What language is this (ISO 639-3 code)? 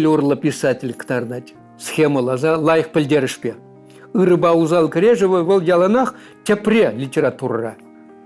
chv